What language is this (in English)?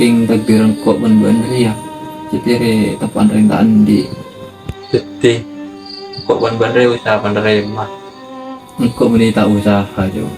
Madurese